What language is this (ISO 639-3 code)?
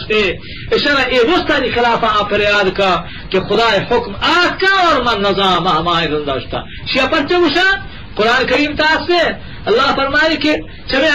bgp